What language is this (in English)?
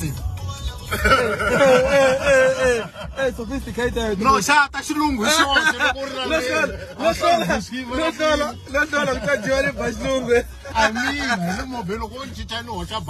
Tsonga